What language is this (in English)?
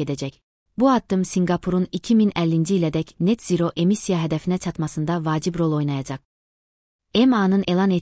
Azerbaijani